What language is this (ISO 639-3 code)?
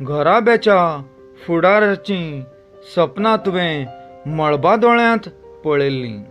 kok